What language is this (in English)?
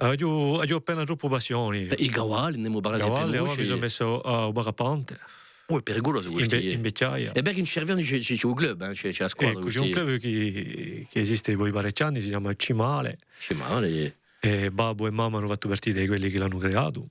Corsican